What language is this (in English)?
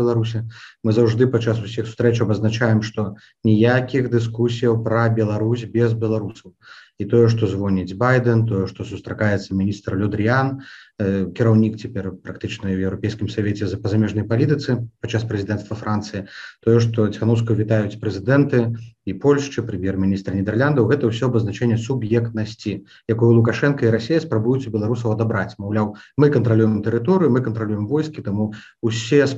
Belarusian